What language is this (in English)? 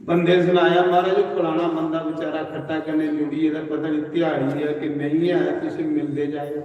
Dogri